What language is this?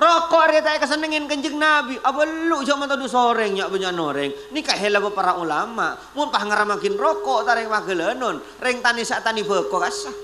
Madurese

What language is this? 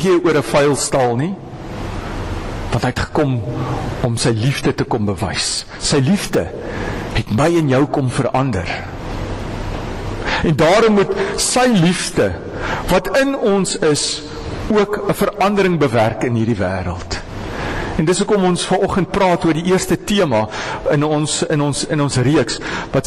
Afrikaans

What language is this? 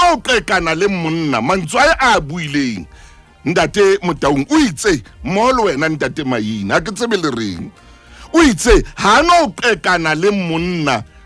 Southern Sotho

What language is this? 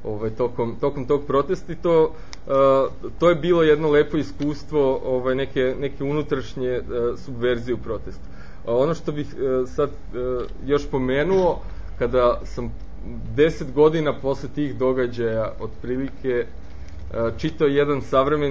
Serbian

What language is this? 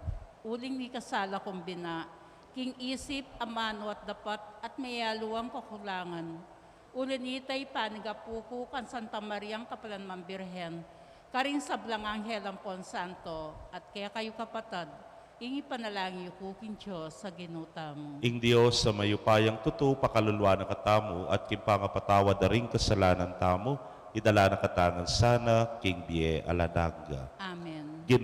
Pampanga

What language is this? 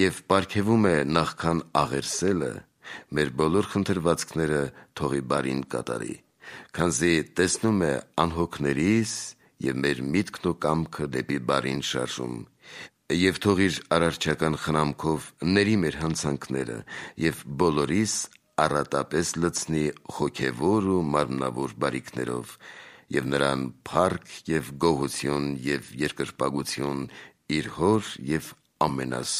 Armenian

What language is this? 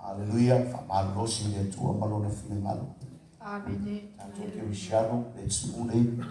Samoan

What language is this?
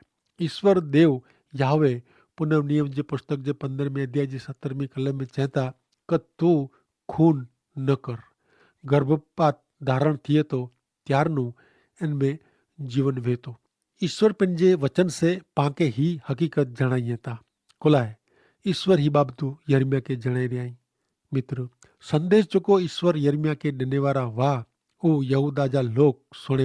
Kachhi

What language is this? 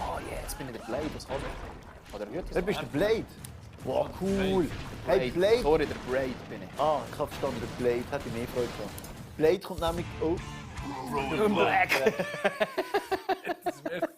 Swiss German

